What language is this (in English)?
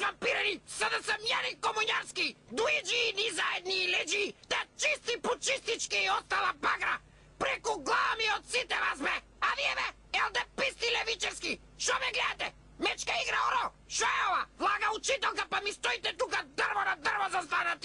Macedonian